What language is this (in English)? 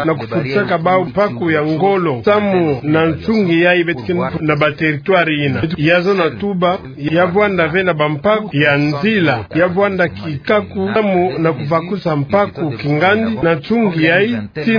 Kituba (Democratic Republic of Congo)